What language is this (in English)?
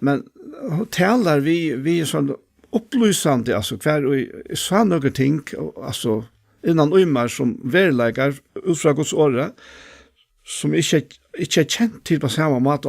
Faroese